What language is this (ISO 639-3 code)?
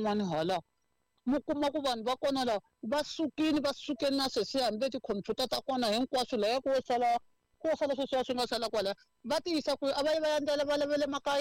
tso